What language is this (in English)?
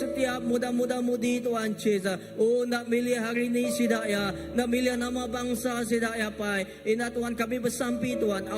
Iban